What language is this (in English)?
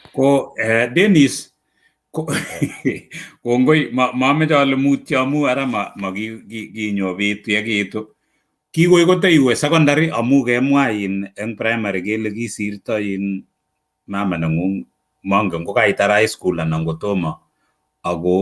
Kalenjin